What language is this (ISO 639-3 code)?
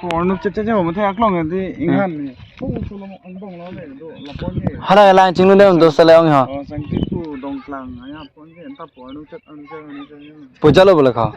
mjw